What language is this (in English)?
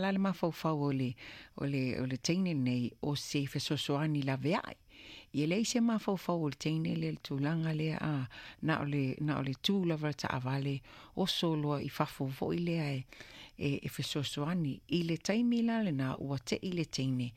Samoan